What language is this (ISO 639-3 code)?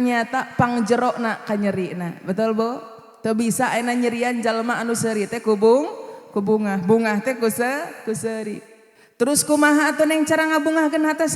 sun